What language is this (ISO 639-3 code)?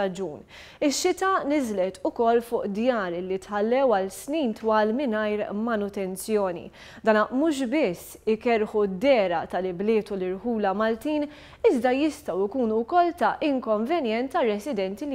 mlt